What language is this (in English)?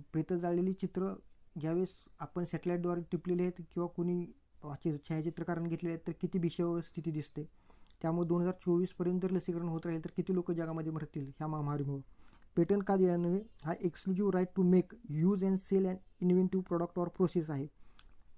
Marathi